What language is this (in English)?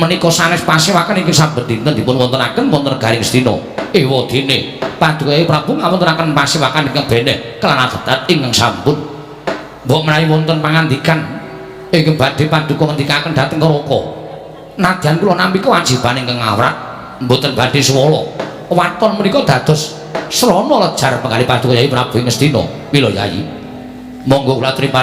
Javanese